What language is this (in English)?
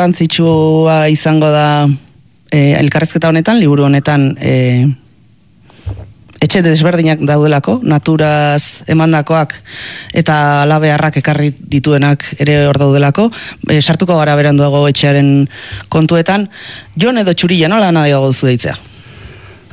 Basque